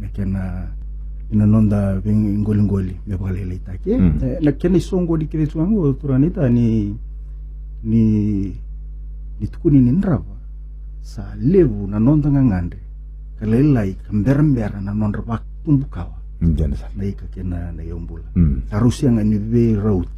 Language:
Fijian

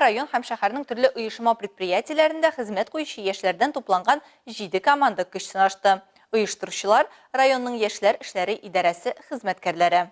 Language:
Tatar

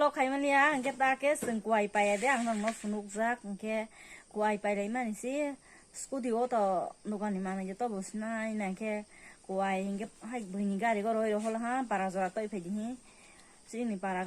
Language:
Kok Borok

